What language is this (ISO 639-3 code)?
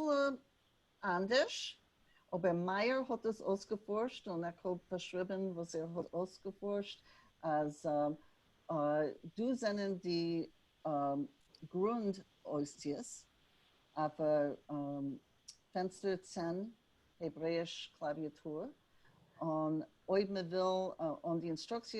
yid